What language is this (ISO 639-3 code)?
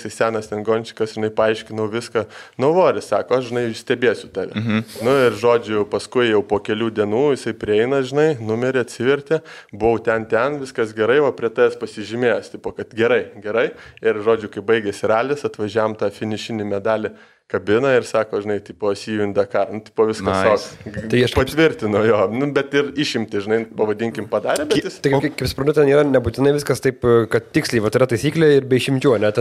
lit